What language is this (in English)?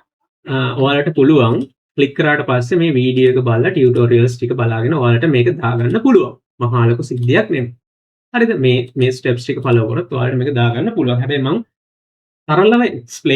Sinhala